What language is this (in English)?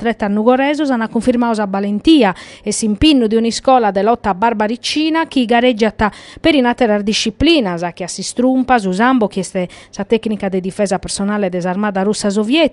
Sardinian